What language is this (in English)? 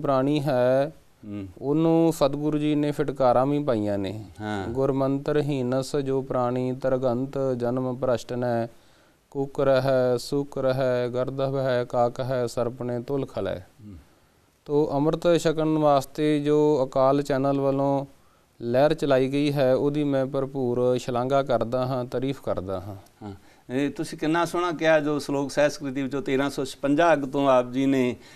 Punjabi